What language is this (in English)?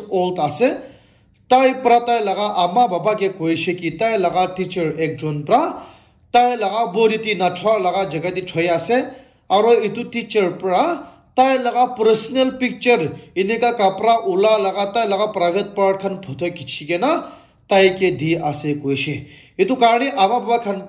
Naga Pidgin